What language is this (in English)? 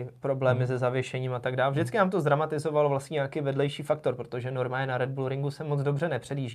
Czech